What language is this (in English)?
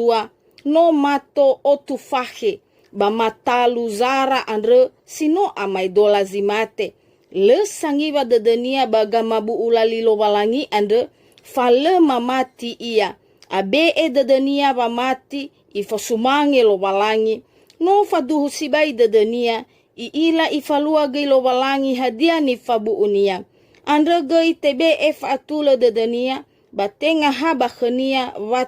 Nias